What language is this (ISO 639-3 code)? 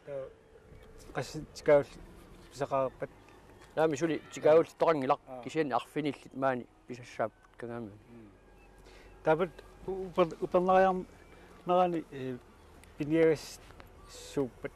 kal